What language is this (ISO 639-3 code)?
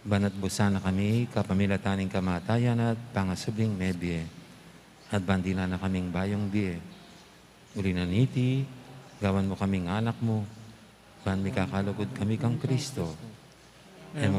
pam